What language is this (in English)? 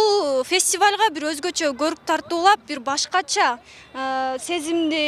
Kyrgyz